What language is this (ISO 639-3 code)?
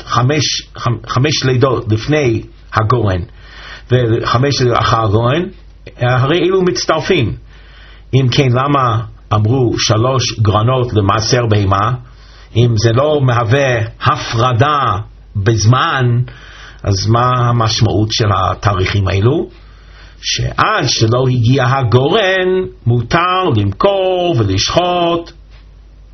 heb